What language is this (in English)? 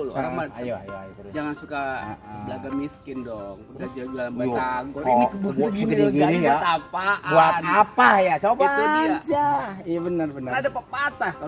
Betawi